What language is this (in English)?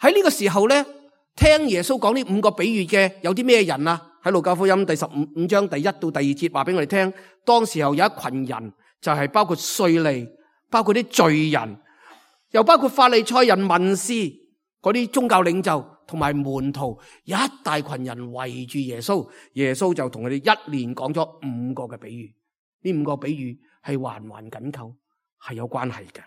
Cantonese